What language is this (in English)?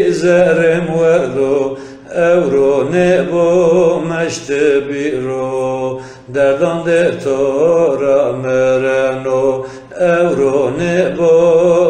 Zaza